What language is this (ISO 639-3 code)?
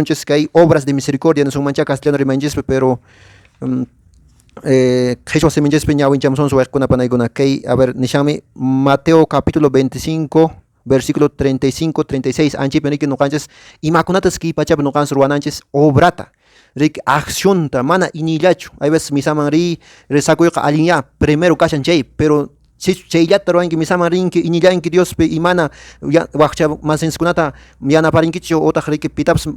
que